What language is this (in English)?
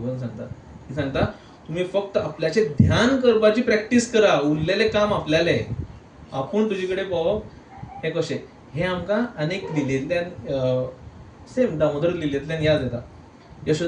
Konkani